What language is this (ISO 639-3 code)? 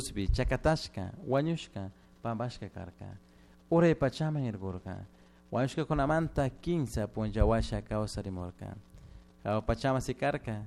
qug